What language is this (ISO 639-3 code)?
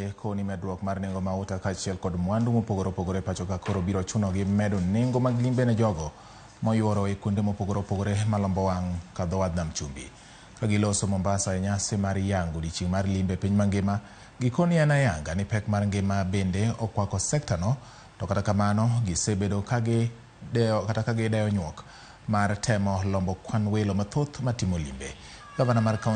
luo